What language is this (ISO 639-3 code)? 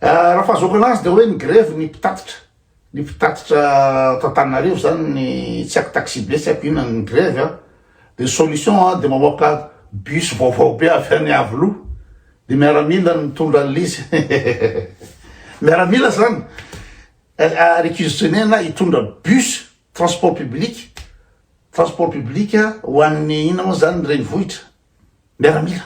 mlg